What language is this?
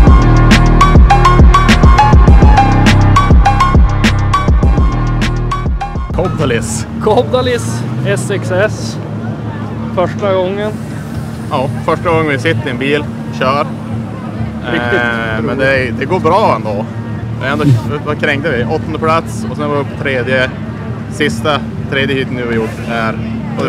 Swedish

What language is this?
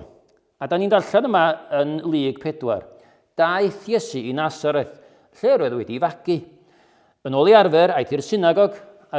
Welsh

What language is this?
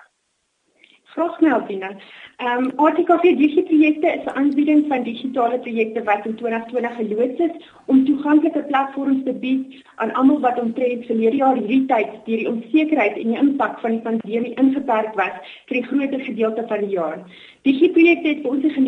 Afrikaans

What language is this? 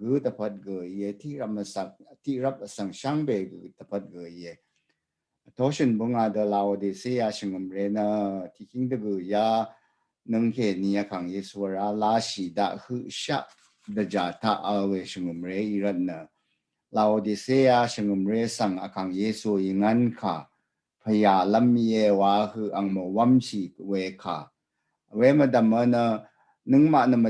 Rawang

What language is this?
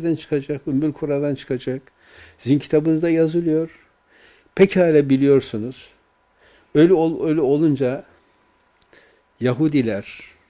Turkish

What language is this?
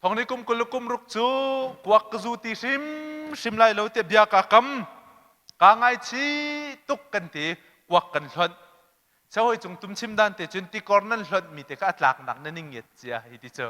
Hakha Chin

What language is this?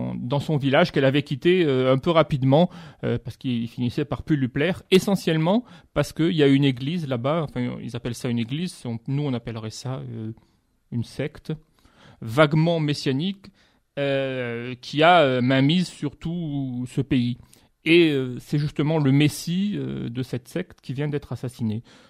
French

